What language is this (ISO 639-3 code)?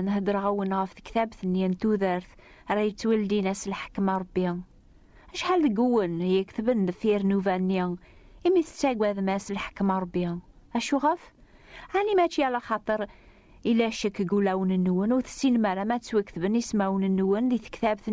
kab